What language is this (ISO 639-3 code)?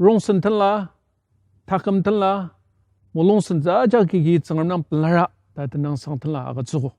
njo